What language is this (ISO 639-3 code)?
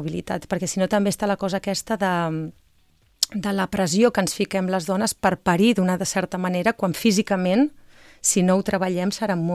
cat